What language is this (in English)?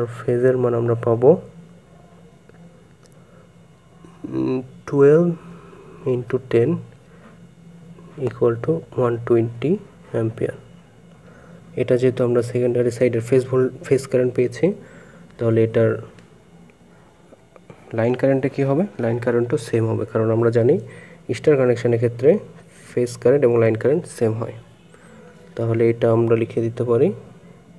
Bangla